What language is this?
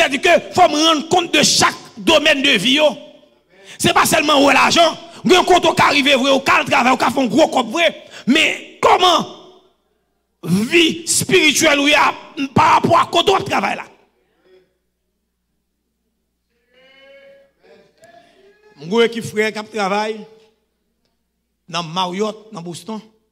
French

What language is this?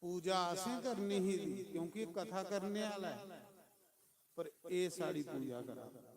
Dogri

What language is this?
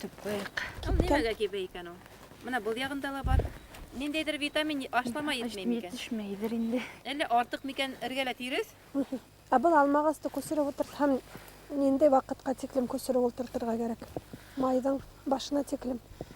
Bashkir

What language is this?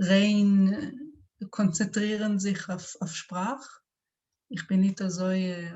Yiddish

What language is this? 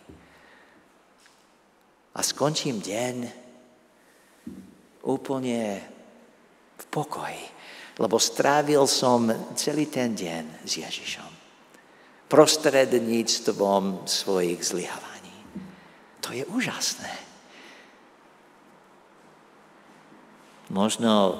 Slovak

